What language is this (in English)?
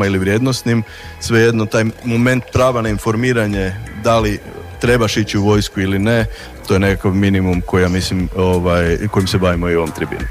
Croatian